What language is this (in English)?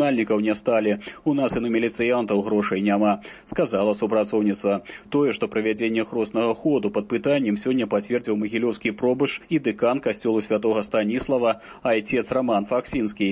Belarusian